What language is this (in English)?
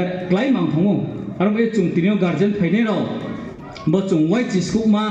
Riang (India)